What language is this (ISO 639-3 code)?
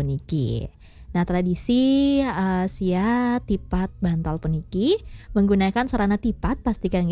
ban